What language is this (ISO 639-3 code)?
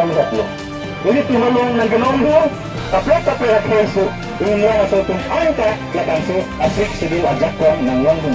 mjw